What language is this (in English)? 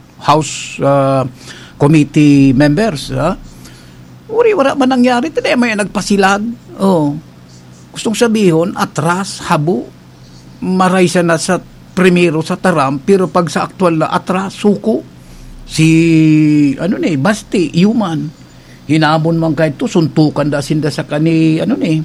Bikol